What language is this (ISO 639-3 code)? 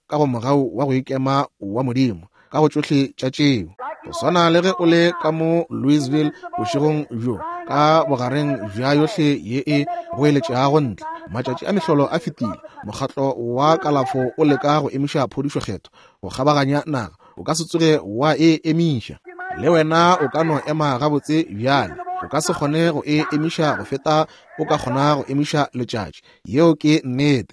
nso